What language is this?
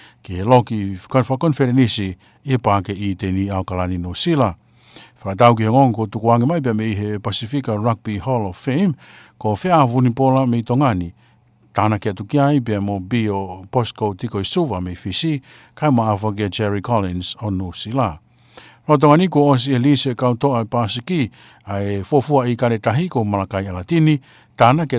Tongan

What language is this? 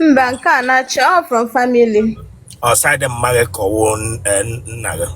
Igbo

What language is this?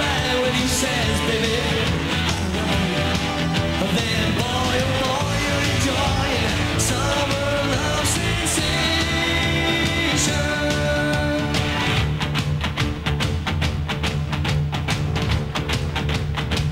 English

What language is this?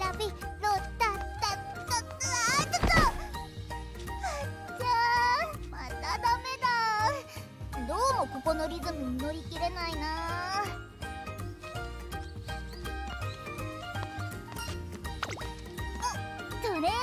Japanese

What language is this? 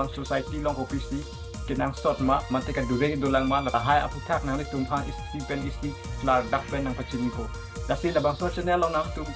Karbi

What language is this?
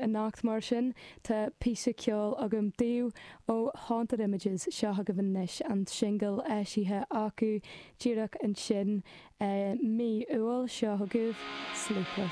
Irish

